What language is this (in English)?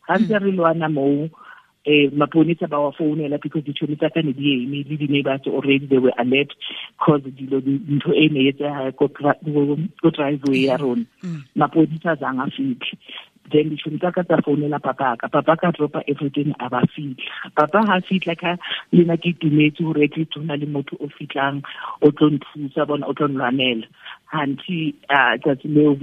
Tswana